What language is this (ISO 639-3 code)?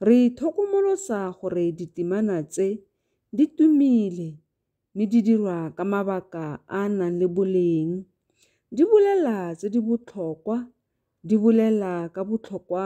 tsn